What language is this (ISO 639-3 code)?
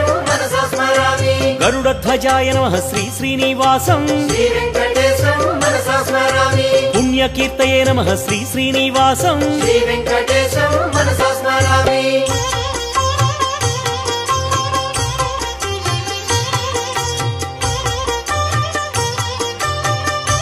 san